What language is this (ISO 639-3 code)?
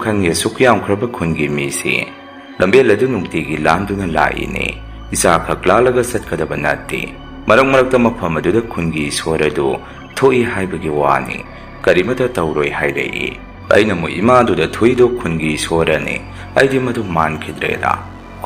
mni